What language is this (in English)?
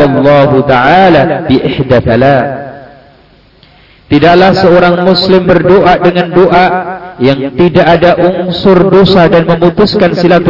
Indonesian